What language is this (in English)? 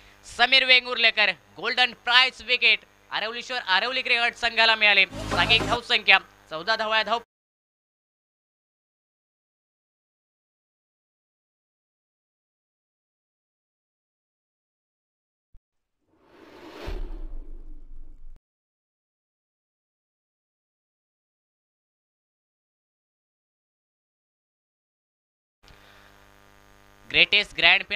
Marathi